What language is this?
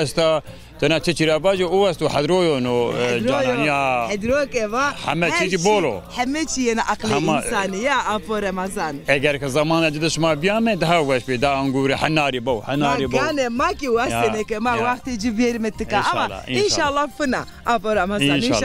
Zaza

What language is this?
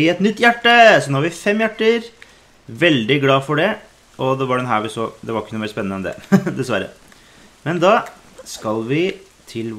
Norwegian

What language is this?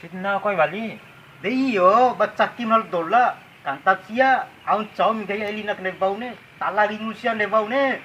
Bima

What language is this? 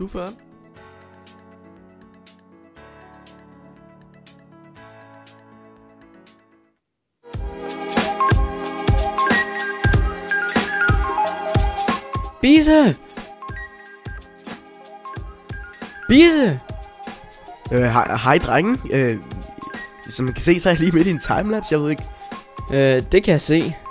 Danish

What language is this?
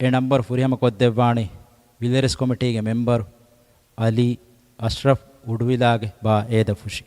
Divehi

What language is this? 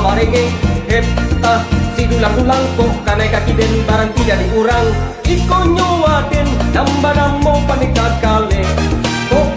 Minangkabau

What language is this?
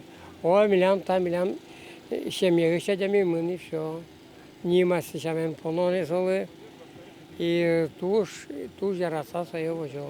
Udmurt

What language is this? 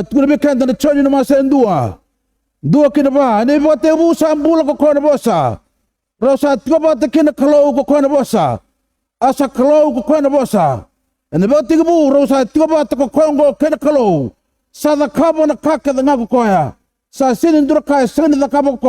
Fijian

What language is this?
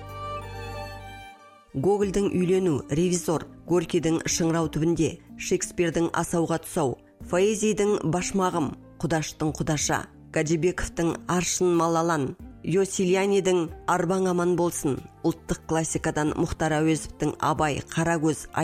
Kazakh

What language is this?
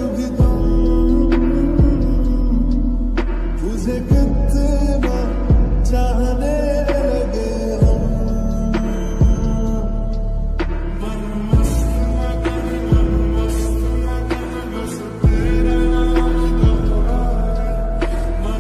Hindi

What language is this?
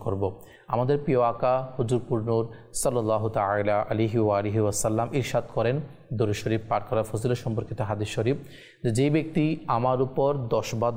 Bangla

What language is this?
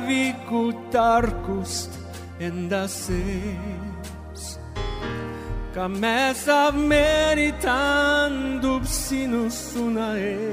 Estonian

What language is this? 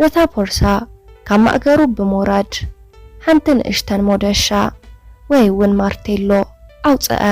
Tigrinya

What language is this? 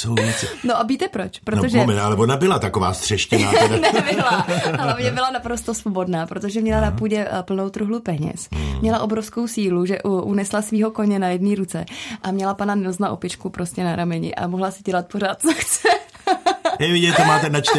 Czech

